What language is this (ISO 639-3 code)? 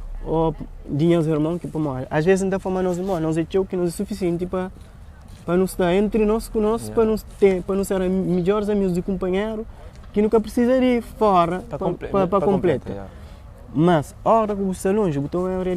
kea